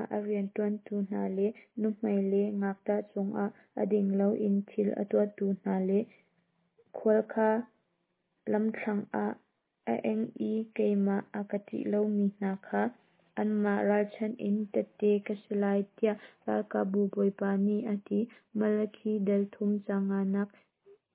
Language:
Hakha Chin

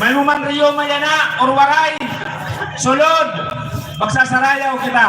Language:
Waray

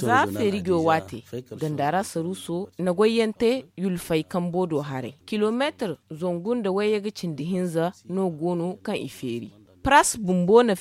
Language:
Zarma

